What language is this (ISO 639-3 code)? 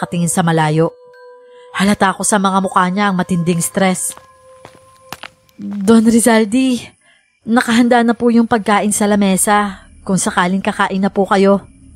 fil